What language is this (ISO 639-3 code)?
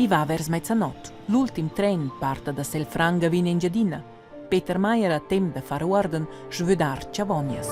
roh